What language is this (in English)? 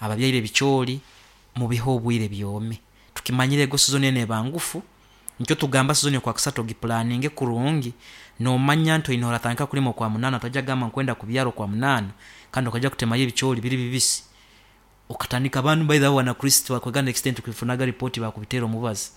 Nyoro